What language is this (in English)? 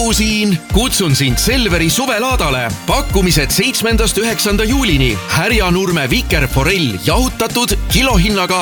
Estonian